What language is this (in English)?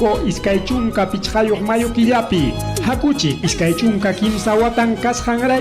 Ayacucho Quechua